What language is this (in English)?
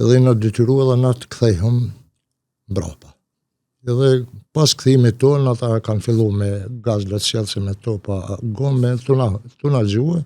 Albanian